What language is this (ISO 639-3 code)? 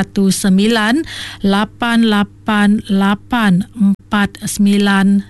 iba